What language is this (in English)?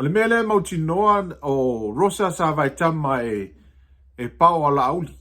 Samoan